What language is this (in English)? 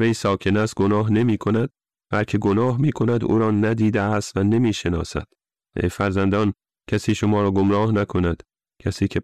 Persian